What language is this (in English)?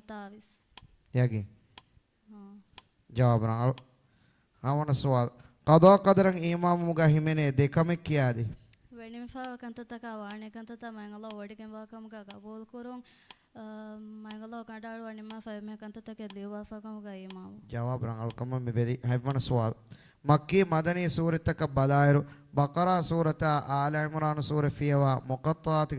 Divehi